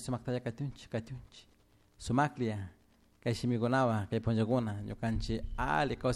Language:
Chimborazo Highland Quichua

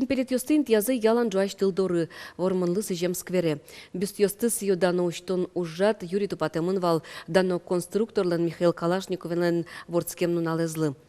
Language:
Udmurt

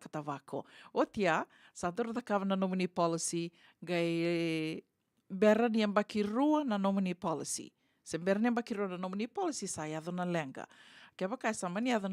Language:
Fijian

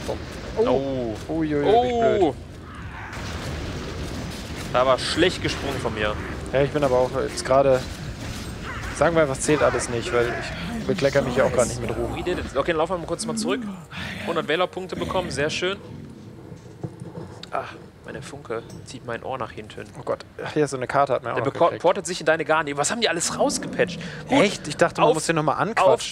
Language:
German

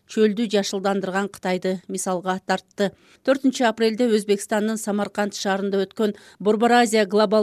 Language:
Kyrgyz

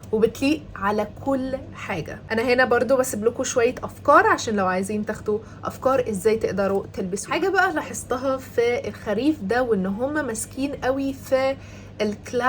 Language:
Egyptian Arabic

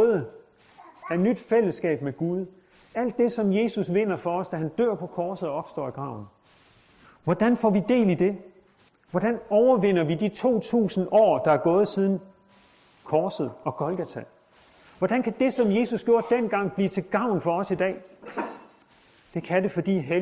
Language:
Danish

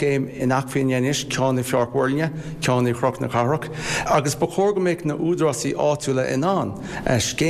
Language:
Irish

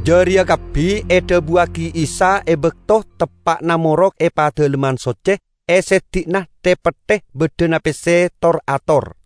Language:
Madurese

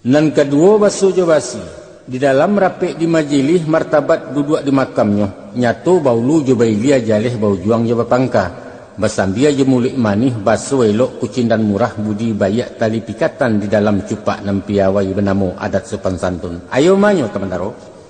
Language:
Minangkabau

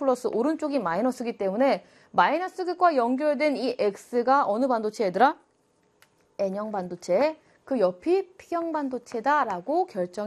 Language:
Korean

